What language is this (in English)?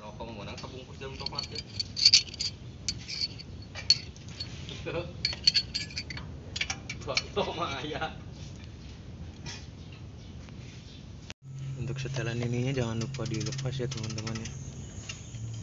Indonesian